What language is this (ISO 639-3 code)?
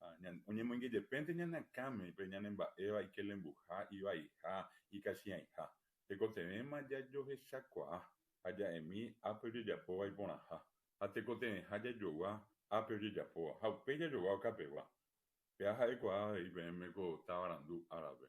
grn